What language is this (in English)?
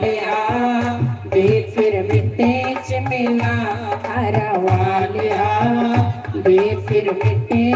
Dogri